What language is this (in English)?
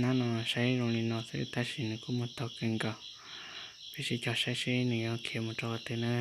Hmong